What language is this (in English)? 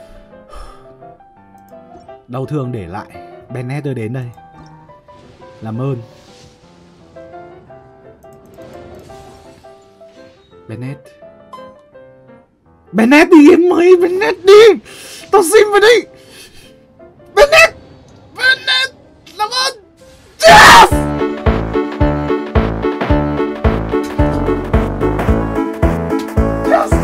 Vietnamese